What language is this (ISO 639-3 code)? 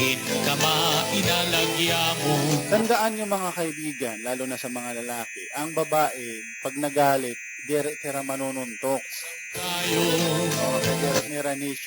war